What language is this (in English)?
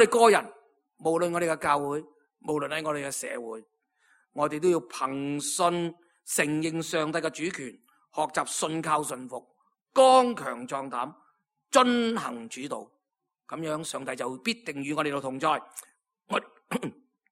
Cantonese